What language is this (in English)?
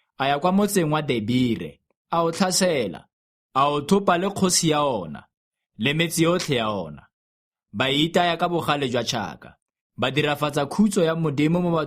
Tswana